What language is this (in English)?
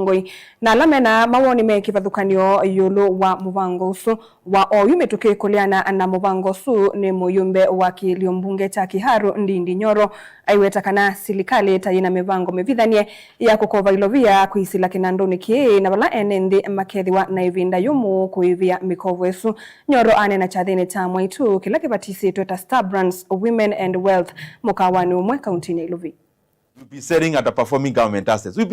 Kamba